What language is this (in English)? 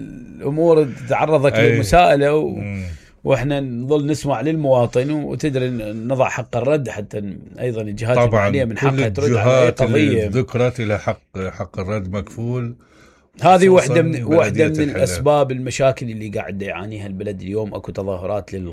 Mesopotamian Arabic